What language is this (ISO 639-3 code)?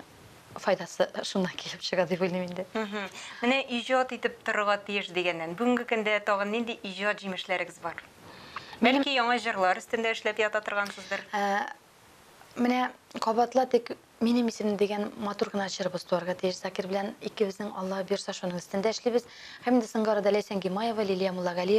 tat